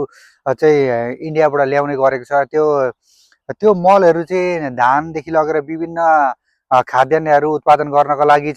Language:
Nepali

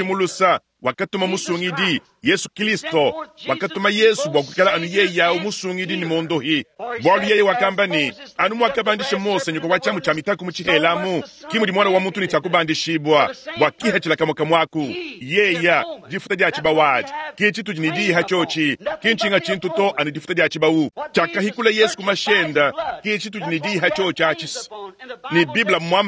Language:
Luba-Lulua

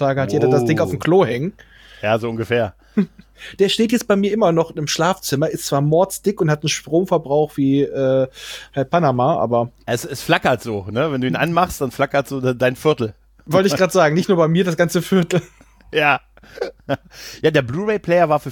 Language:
German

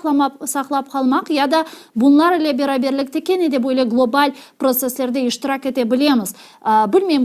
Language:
Crimean Tatar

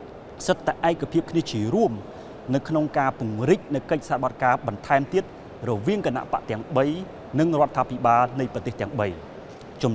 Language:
Khmer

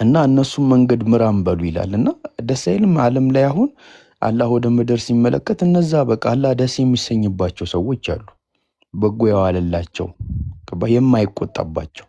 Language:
Amharic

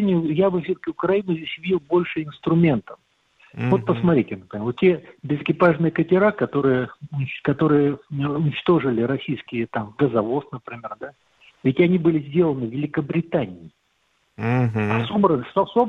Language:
Russian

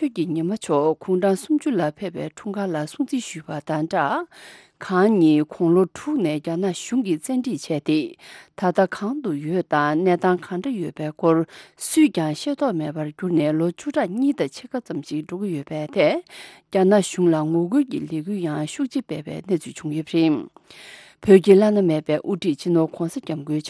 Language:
Tibetan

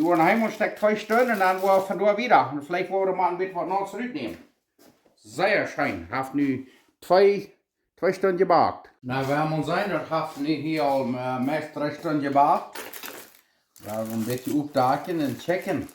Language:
Plautdietsch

